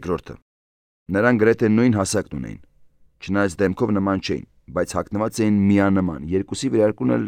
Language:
Armenian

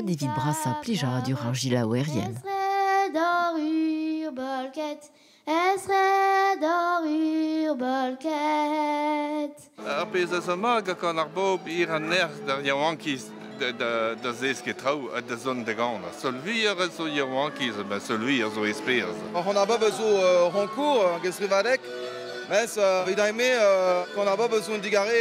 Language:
Breton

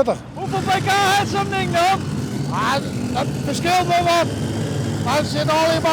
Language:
Western Frisian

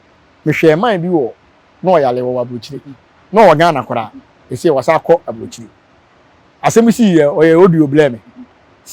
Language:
Akan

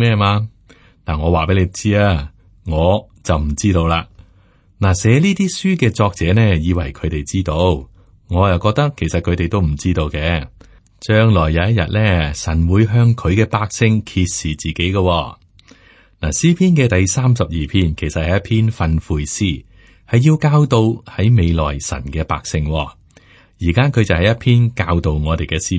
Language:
Cantonese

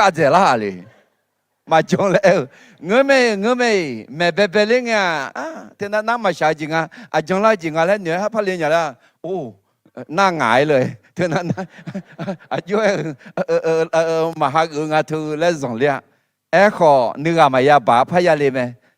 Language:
Akha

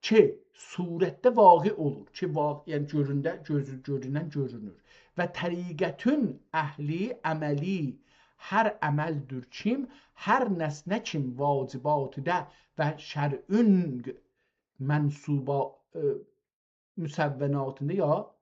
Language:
South Azerbaijani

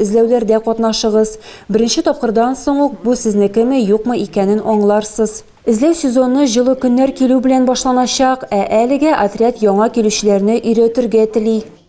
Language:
Tatar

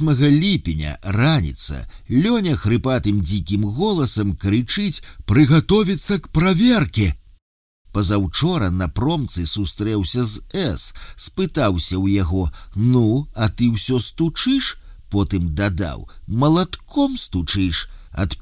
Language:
Belarusian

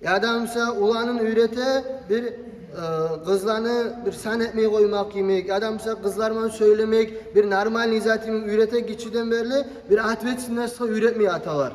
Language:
Kumyk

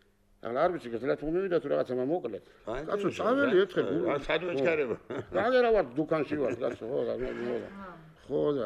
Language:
Georgian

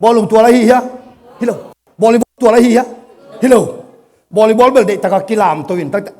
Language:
Tedim Chin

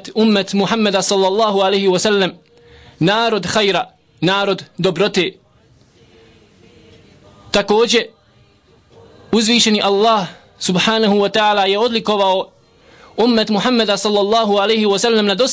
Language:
Bosnian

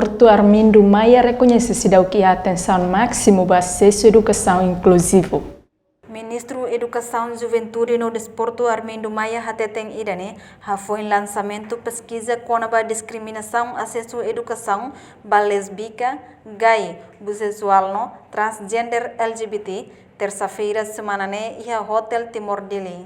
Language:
Tetum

